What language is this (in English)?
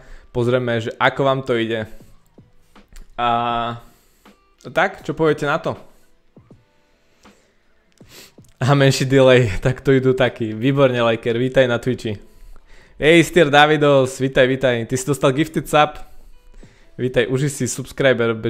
Slovak